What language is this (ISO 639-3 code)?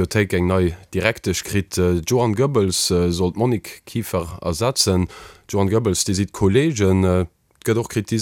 ltz